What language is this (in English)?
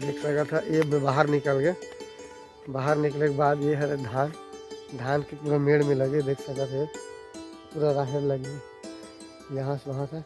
Chhattisgarhi